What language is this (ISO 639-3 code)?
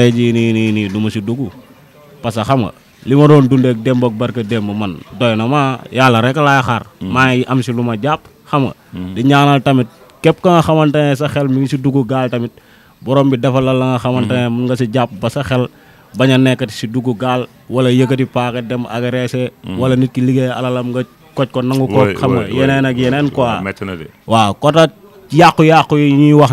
wol